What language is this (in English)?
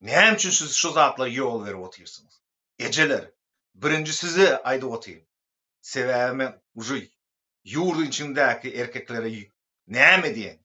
Turkmen